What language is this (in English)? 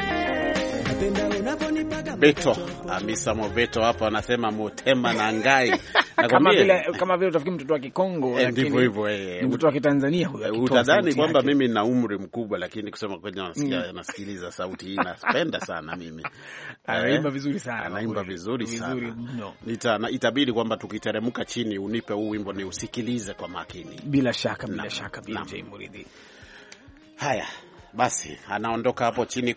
Swahili